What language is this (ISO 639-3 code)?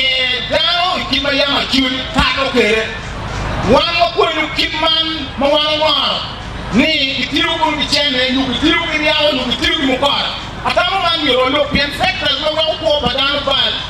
ach